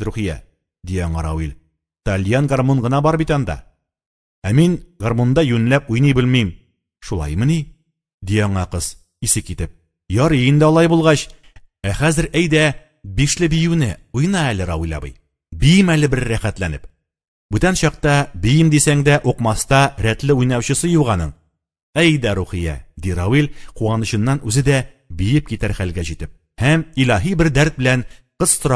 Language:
Tatar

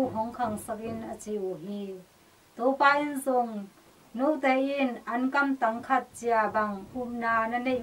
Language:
Tedim Chin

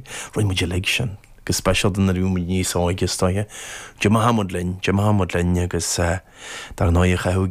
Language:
Irish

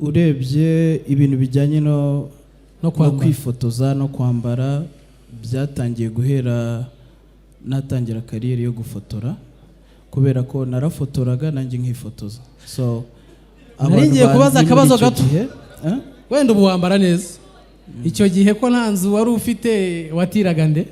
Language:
Kinyarwanda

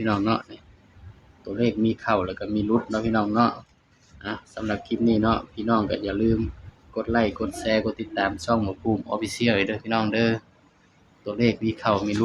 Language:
Northeastern Thai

